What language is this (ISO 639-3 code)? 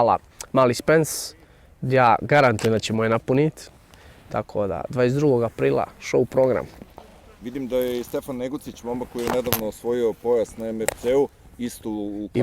bos